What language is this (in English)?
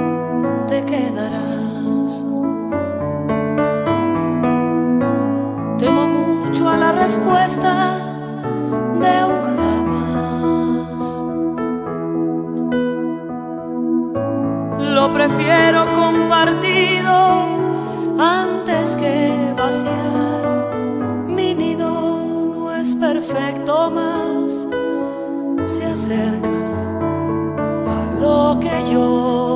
Spanish